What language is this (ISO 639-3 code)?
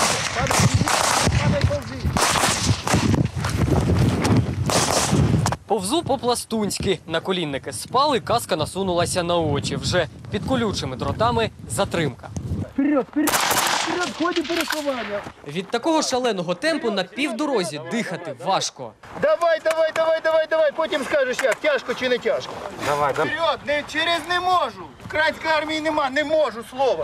ukr